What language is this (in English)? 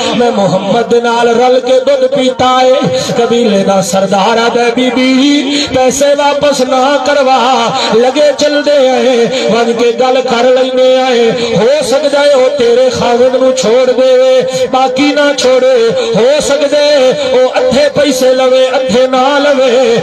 Saraiki